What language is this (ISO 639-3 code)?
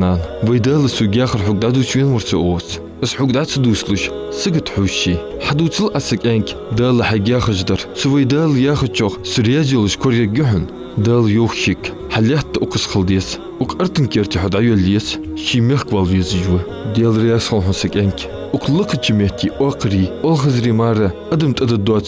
inh